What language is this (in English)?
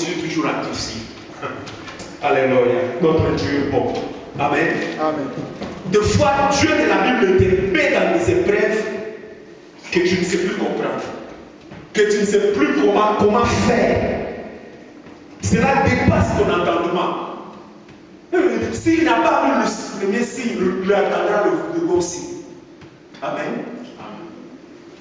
French